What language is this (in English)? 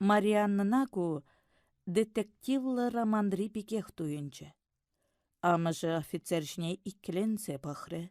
Chuvash